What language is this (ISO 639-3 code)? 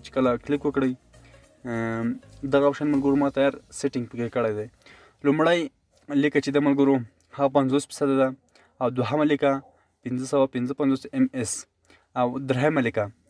pus